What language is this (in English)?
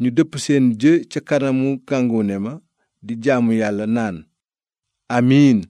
Wolof